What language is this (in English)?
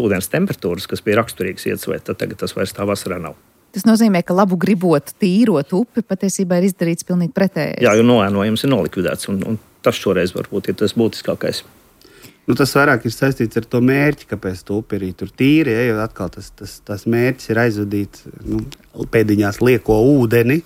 Latvian